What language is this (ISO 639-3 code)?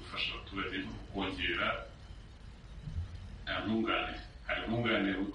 kin